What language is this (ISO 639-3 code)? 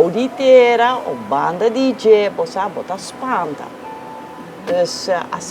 pap